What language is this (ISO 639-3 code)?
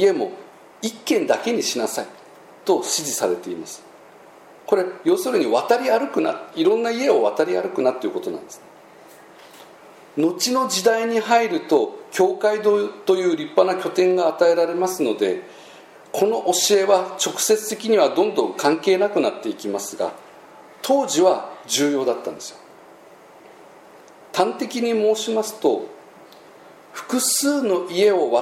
jpn